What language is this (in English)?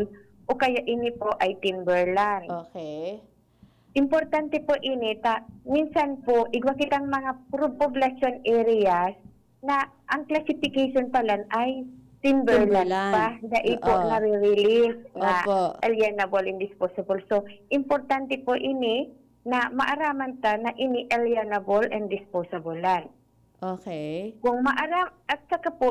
Bikol